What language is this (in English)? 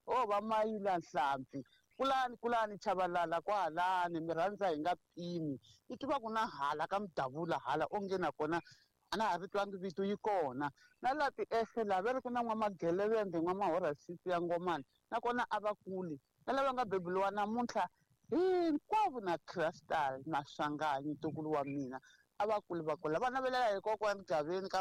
Tsonga